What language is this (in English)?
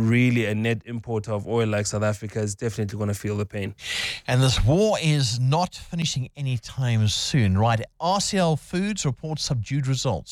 English